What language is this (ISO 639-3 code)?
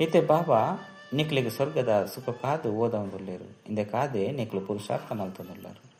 tcy